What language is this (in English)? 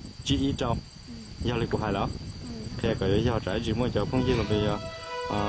Hmong